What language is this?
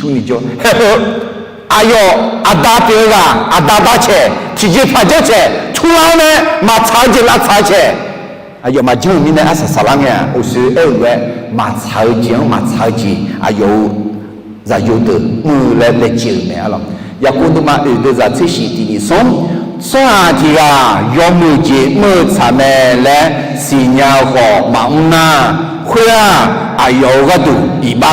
Akha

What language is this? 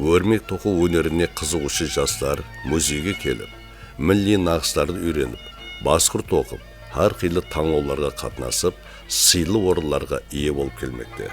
Kara-Kalpak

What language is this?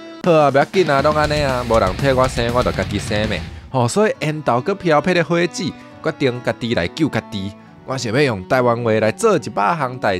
Min Nan Chinese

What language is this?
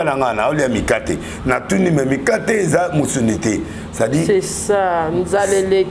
Lingala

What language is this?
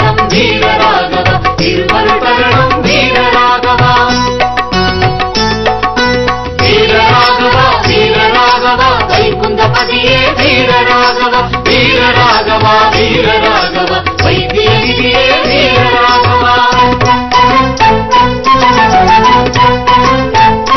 Tamil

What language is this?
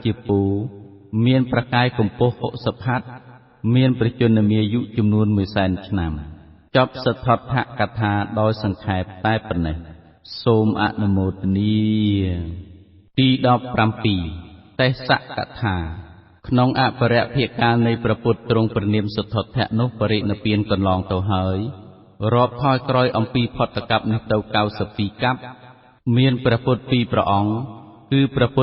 Khmer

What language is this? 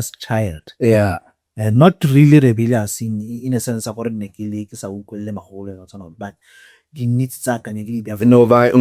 Tswana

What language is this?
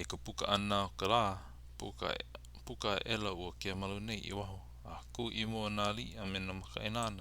Hawaiian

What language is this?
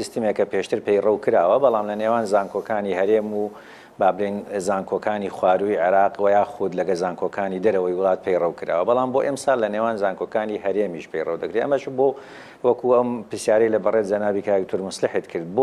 Central Kurdish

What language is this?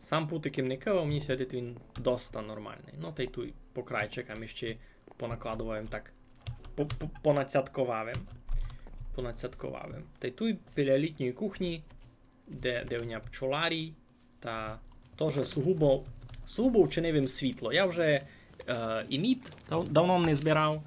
Rusyn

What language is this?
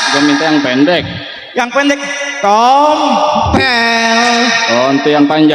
Betawi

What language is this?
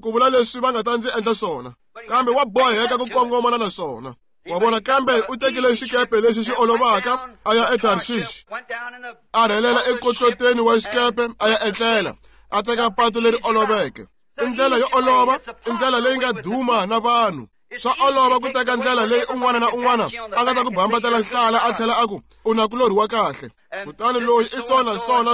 Tsonga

